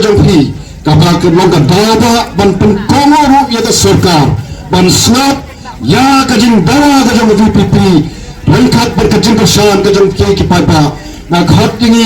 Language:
Khasi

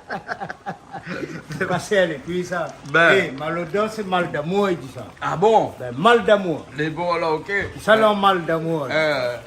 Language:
Réunion Creole French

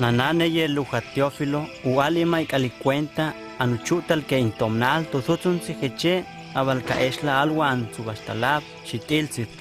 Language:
Huastec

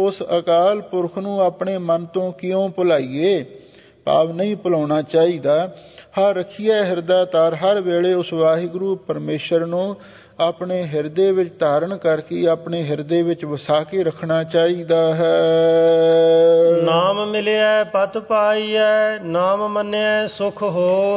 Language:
Punjabi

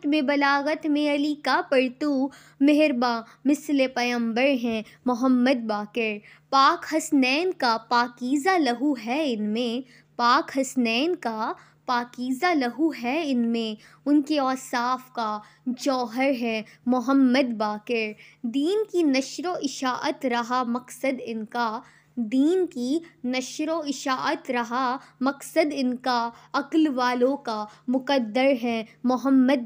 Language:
Urdu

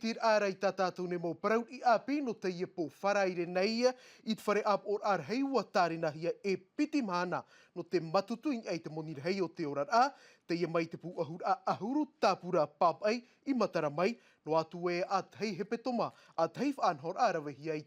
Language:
Tahitian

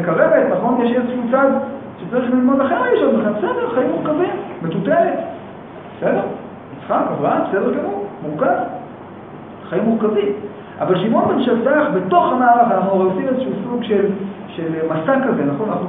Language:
Hebrew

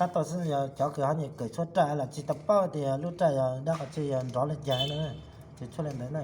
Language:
Hmong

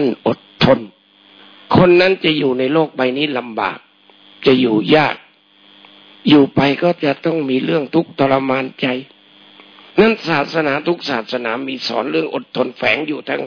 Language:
Thai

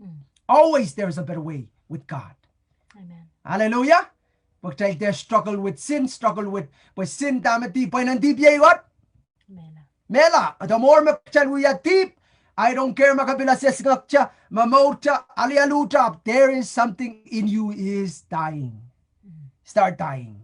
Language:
Pohnpeian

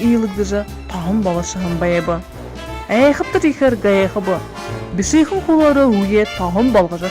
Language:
Buriat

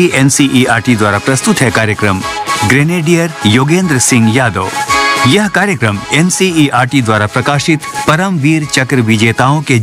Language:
Hindi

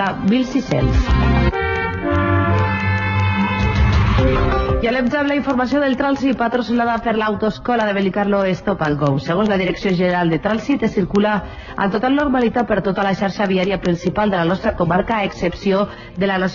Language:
Catalan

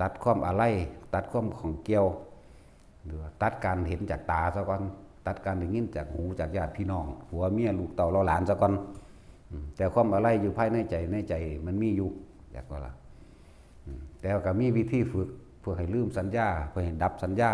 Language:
Northeastern Thai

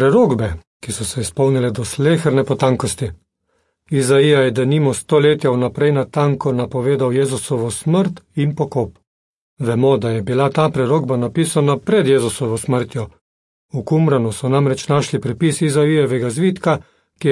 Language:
Slovenian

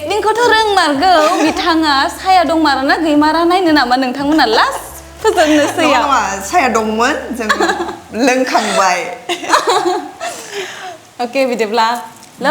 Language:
Bodo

